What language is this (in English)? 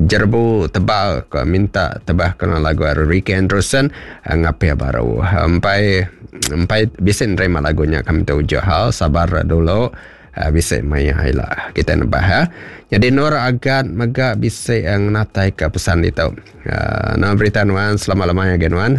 Iban